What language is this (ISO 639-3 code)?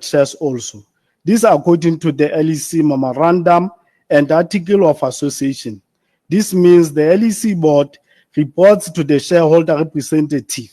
sot